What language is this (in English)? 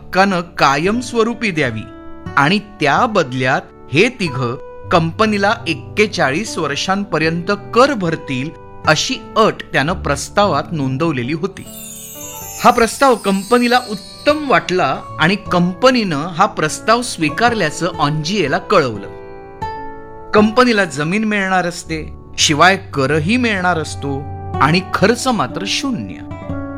Marathi